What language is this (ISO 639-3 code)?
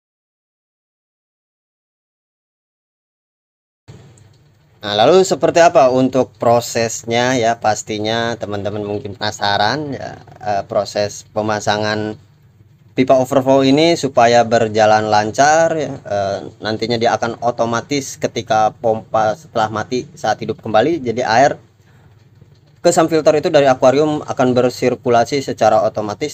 ind